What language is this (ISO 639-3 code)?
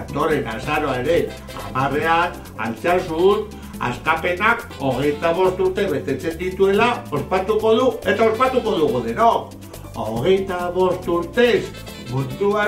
eus